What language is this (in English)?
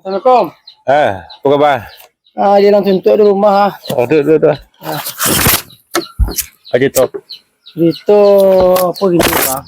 Minangkabau